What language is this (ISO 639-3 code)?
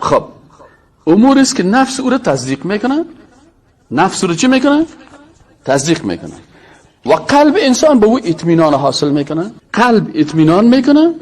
fas